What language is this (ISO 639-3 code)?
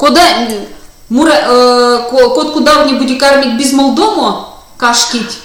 myv